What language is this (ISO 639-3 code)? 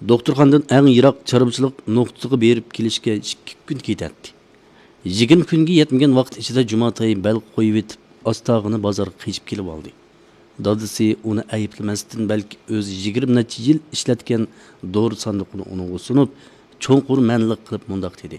uig